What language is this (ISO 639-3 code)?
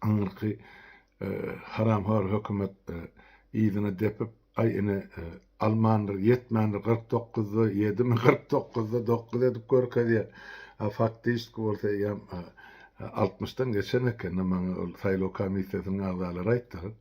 tuk